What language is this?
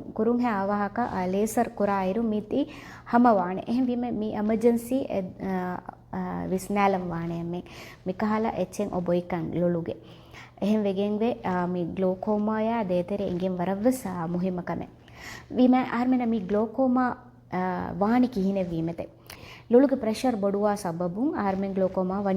Divehi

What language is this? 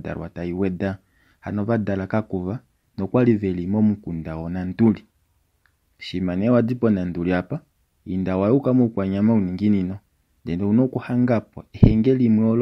Kuanyama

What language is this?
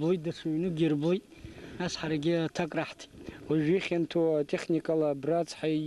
Abkhazian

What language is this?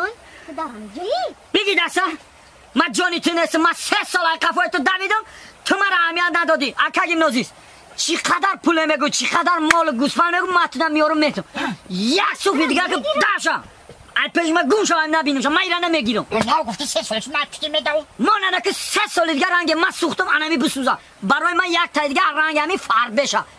Tajik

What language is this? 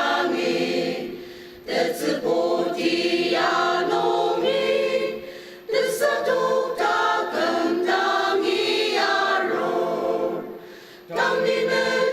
Ao Naga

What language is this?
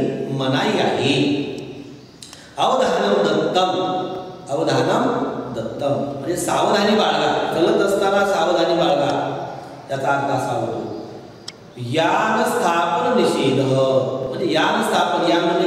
Marathi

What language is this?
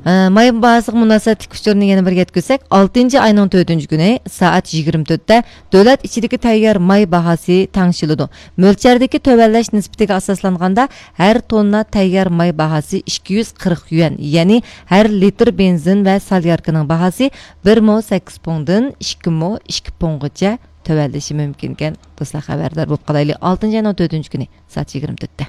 Uyghur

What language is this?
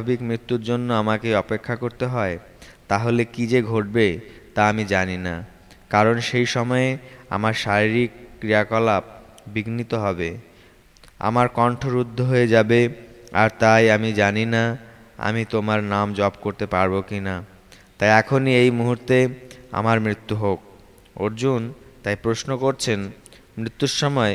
Bangla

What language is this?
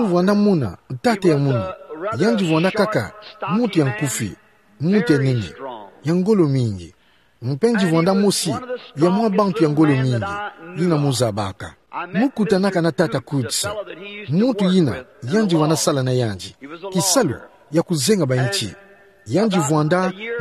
Kituba (Democratic Republic of Congo)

